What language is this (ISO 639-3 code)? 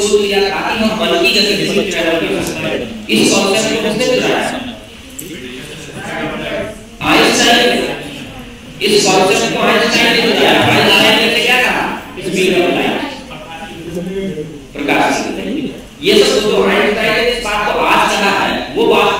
hin